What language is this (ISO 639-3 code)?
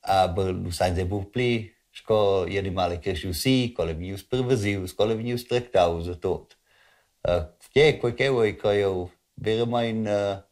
roh